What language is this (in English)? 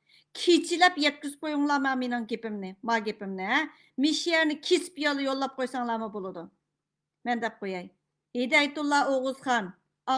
Uyghur